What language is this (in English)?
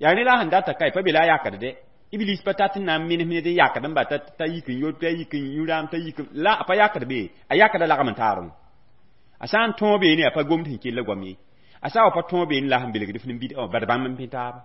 Mossi